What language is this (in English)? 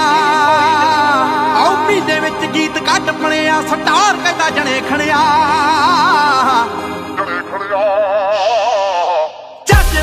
Punjabi